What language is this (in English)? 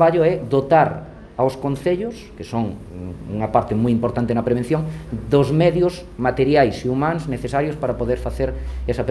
Galician